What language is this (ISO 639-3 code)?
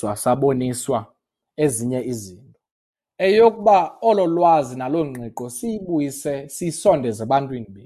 xho